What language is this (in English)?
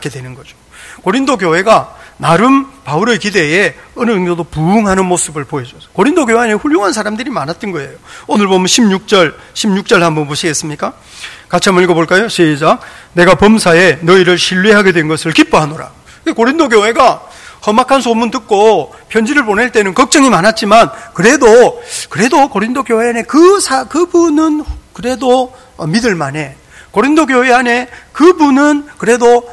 Korean